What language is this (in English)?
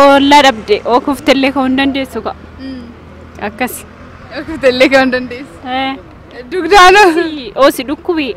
Oromo